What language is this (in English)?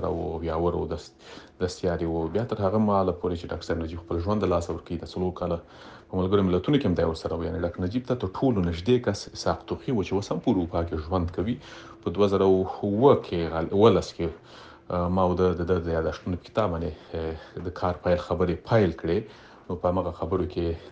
Pashto